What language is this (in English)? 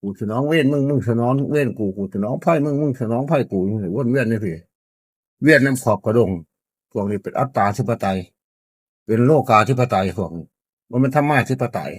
Northeastern Thai